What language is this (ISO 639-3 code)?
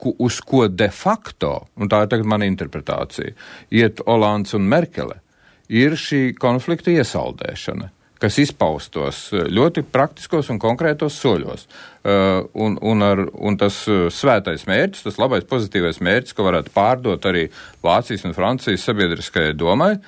lav